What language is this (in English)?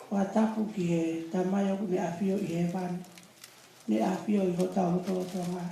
Tongan